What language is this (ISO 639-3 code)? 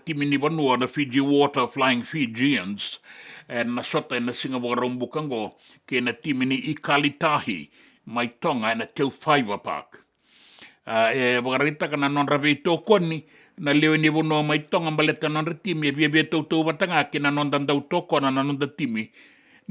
fij